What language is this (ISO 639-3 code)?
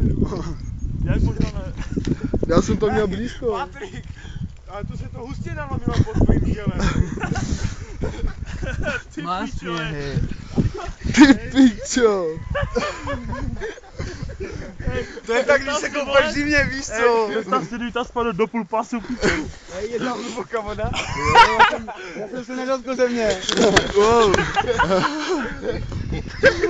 ces